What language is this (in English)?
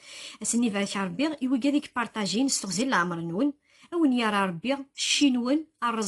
Kabyle